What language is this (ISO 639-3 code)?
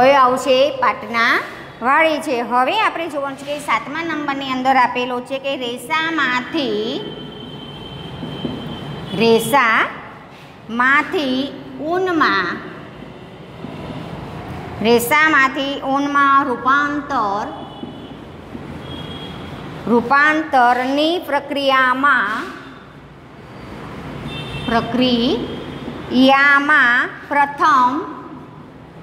guj